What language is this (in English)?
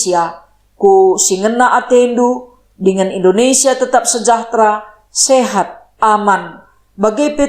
Batak Karo